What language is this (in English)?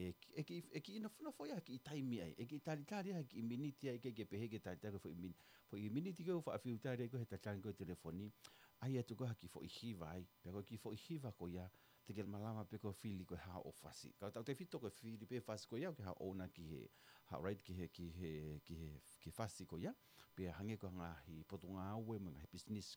Tongan